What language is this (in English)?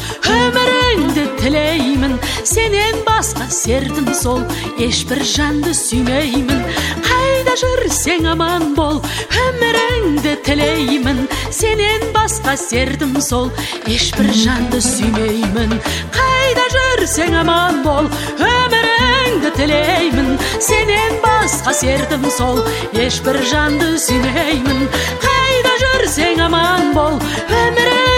Kazakh